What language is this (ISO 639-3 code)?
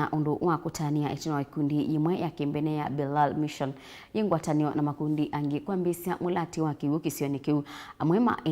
kam